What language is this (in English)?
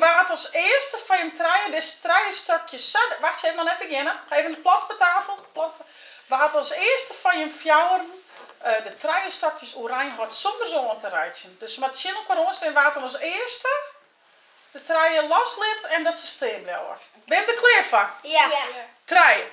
Western Frisian